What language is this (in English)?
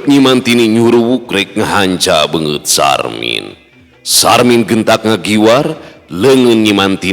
Sundanese